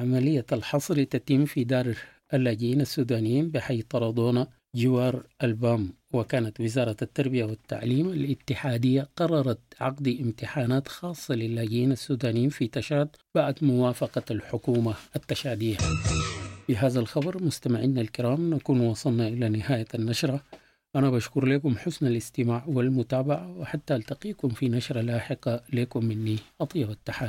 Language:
Sudanese Arabic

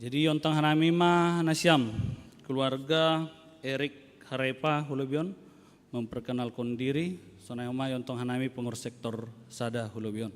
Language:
Batak Simalungun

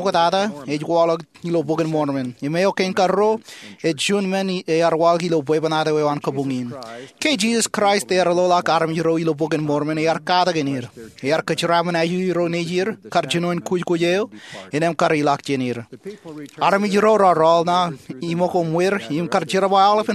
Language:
Marshallese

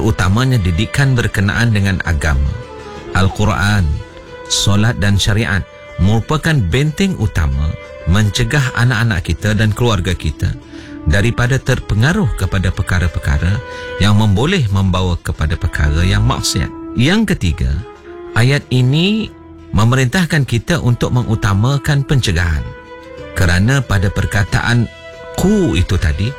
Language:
Malay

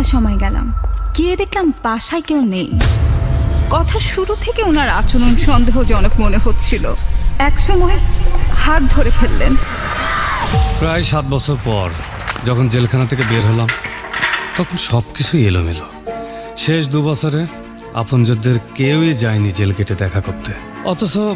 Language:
Bangla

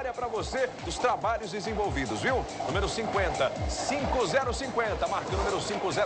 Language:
Portuguese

